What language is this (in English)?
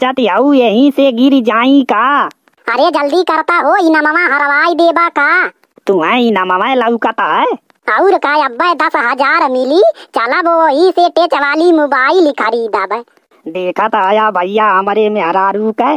Bhojpuri